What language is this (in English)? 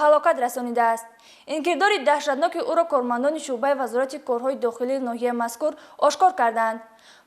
Tajik